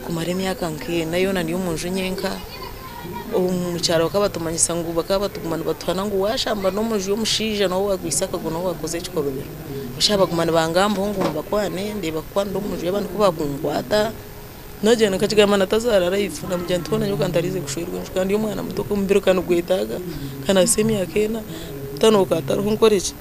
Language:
Nyankole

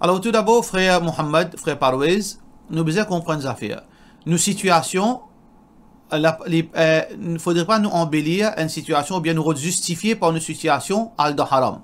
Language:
Morisyen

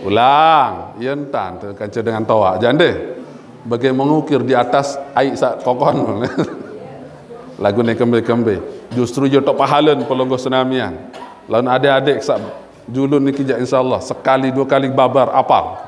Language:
Sasak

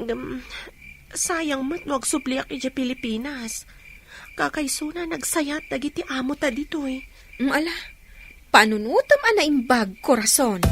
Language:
Iloko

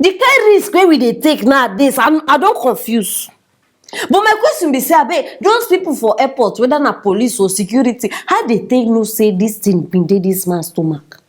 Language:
Nigerian Pidgin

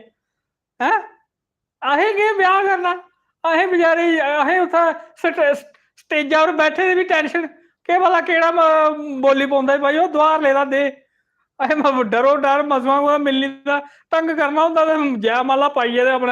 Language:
Dogri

